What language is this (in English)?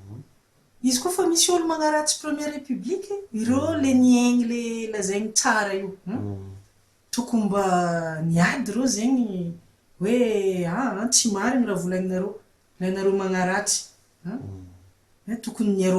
Malagasy